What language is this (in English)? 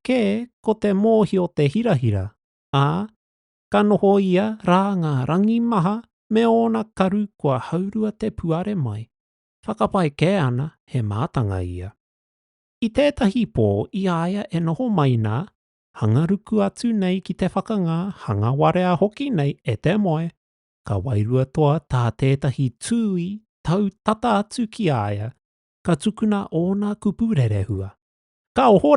Māori